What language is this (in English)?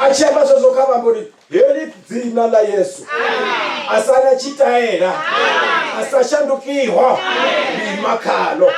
Venda